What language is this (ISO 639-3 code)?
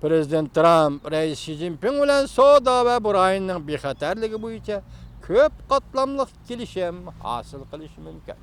uig